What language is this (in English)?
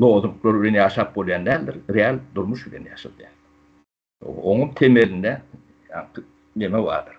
Turkmen